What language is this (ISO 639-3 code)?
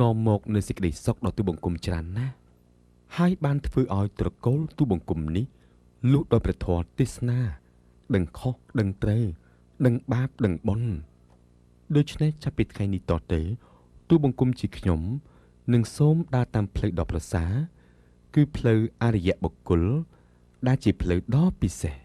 khm